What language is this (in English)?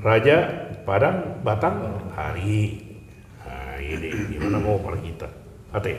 Batak Toba